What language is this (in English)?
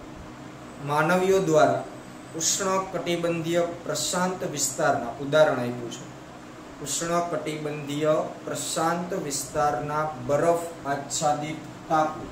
Gujarati